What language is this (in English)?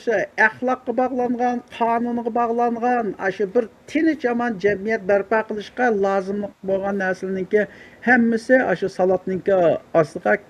Uyghur